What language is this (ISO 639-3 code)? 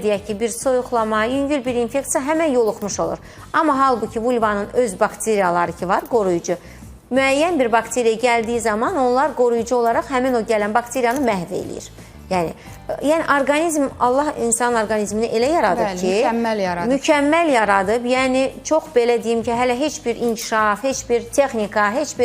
aze